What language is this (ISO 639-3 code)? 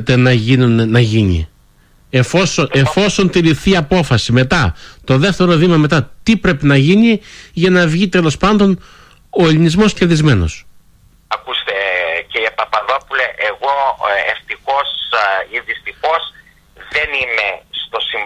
ell